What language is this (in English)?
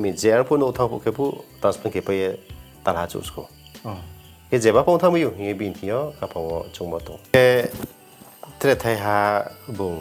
Riang (India)